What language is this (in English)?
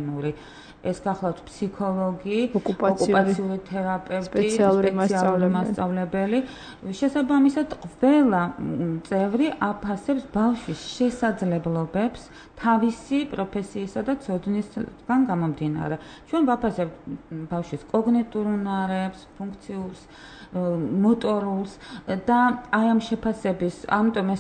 Georgian